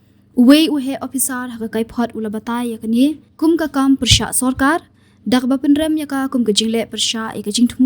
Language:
Khasi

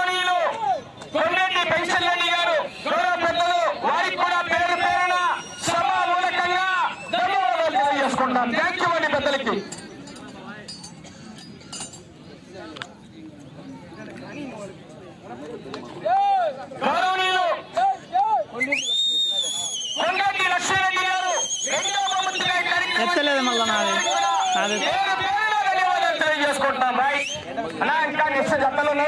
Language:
Telugu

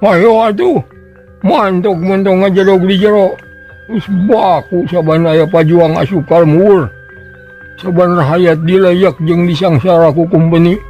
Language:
Sundanese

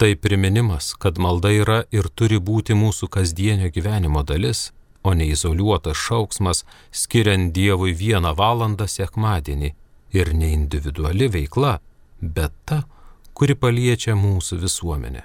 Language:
Lithuanian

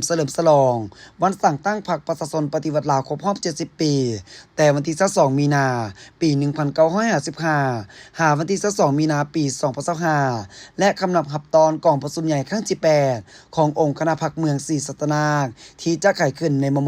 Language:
Lao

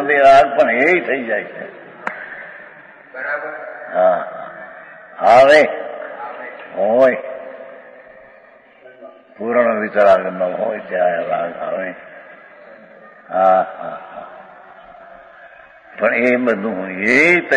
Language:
Gujarati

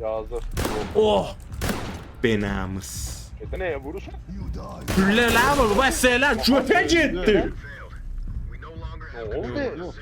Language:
South Azerbaijani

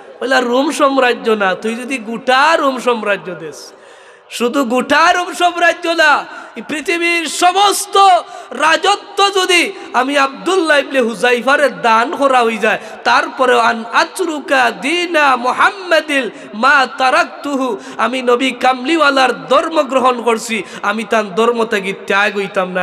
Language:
Sylheti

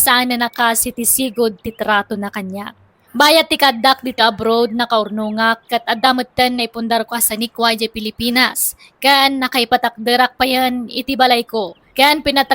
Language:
Iloko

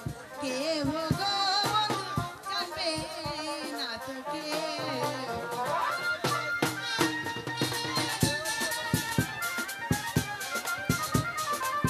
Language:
Bangla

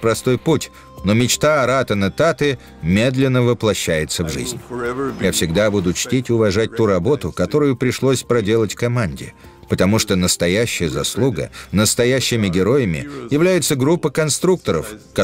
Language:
Russian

